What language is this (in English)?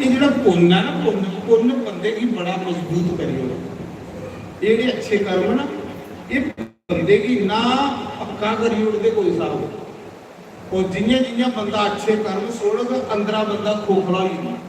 Dogri